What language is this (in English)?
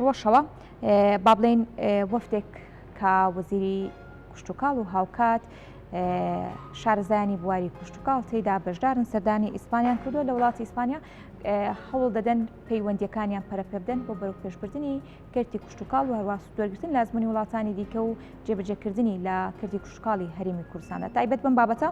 Central Kurdish